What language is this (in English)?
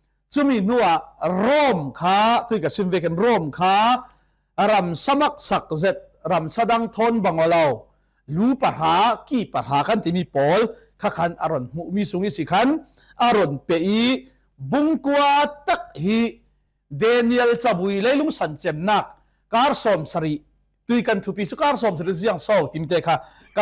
Falam Chin